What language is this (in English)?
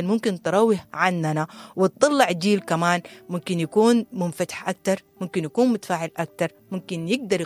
Sudanese Arabic